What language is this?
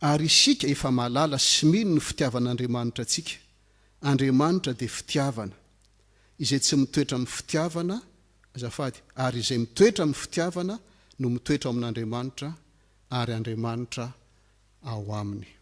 Malagasy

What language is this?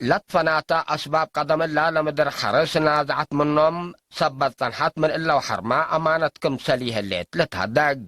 Tigre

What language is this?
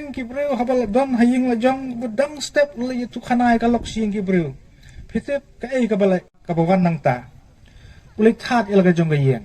Khasi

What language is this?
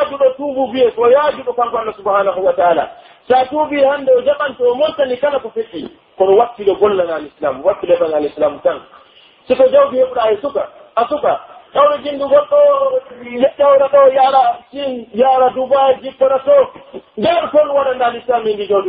Pular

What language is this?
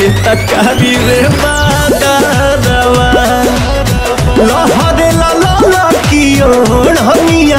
Bhojpuri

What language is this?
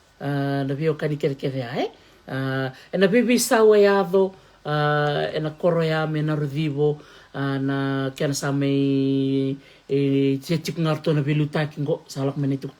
Fijian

